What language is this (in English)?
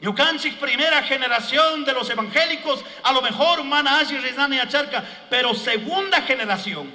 Chimborazo Highland Quichua